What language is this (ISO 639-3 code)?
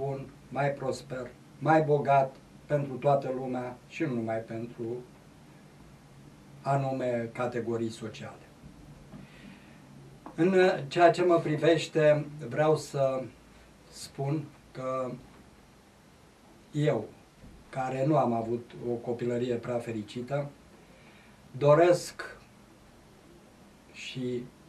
ron